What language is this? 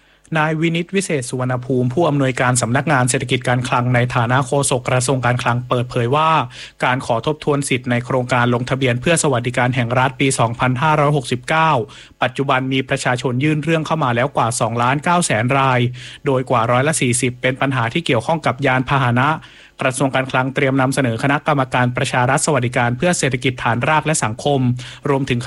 Thai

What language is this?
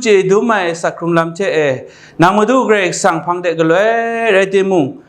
Kachin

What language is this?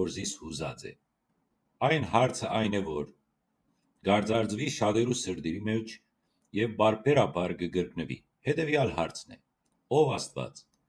Western Armenian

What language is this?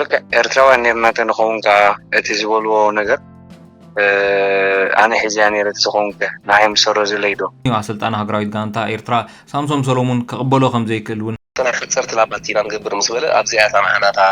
Tigrinya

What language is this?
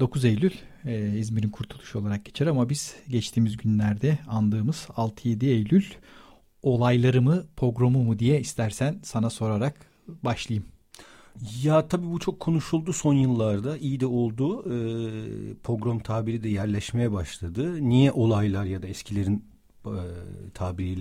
Turkish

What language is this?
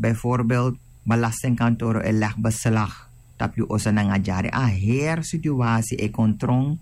Sranan Tongo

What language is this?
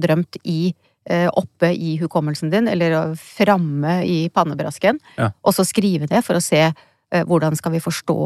Norwegian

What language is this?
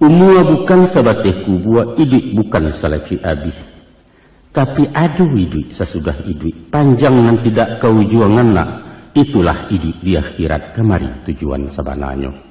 Minangkabau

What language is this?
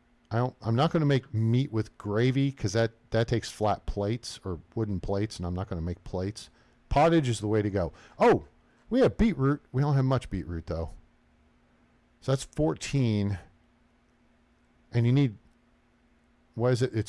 English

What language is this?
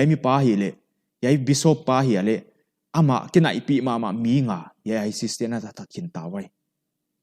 Paite Chin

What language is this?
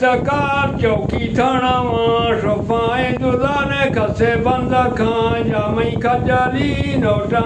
Eastern Balochi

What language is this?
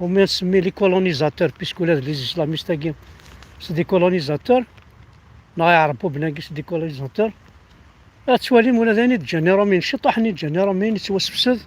Kabyle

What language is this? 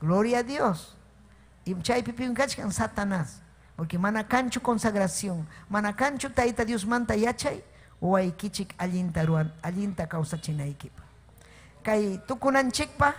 Ayacucho Quechua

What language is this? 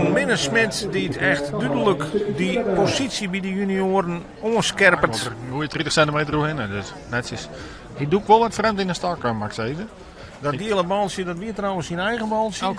Western Frisian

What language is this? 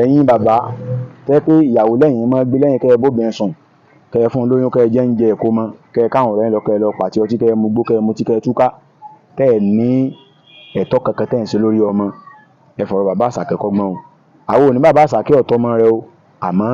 Yoruba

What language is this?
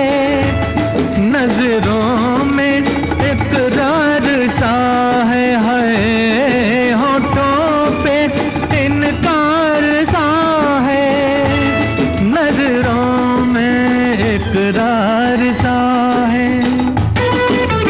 Hindi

